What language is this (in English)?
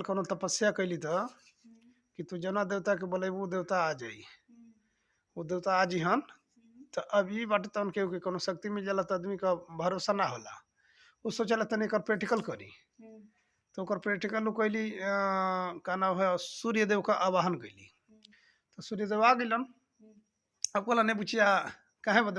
Bhojpuri